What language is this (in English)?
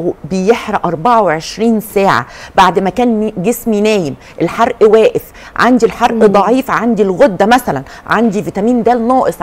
Egyptian Arabic